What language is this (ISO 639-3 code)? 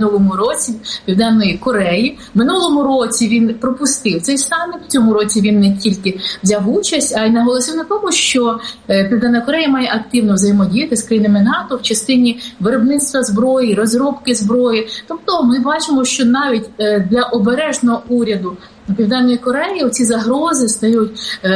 ukr